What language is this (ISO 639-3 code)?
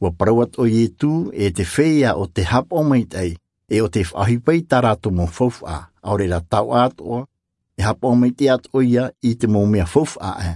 tah